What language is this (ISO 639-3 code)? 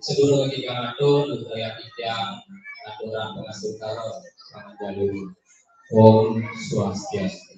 ban